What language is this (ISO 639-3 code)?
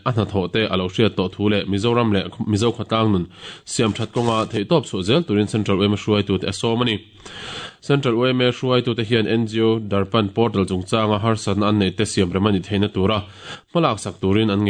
lus